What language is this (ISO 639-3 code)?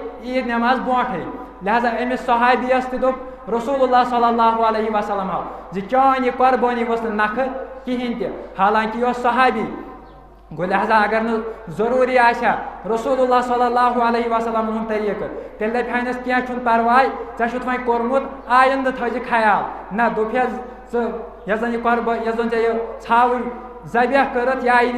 kas